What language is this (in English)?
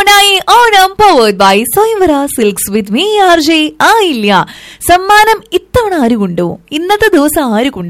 Malayalam